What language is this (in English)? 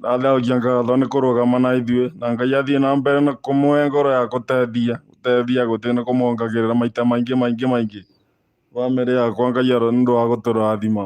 Kikuyu